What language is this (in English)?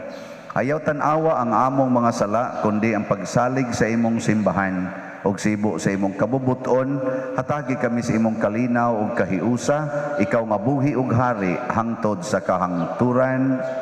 Cebuano